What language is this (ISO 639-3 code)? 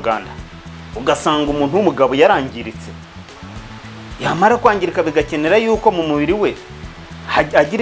kin